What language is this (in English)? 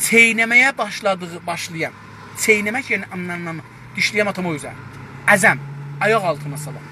South Azerbaijani